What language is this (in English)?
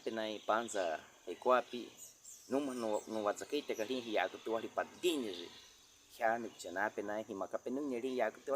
Baniwa